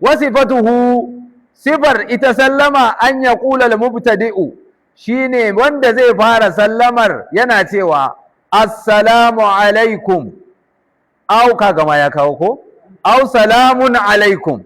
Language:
Hausa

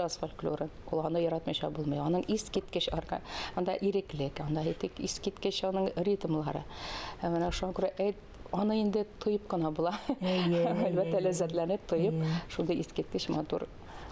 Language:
Tatar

